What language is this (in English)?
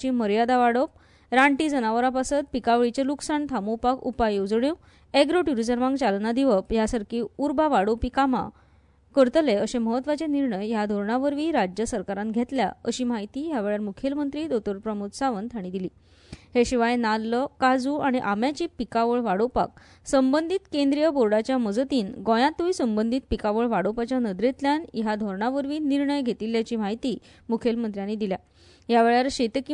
Konkani